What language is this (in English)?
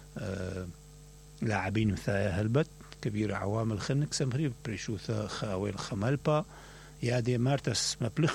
Mesopotamian Arabic